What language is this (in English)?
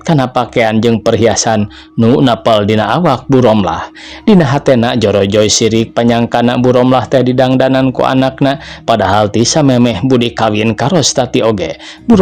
Sundanese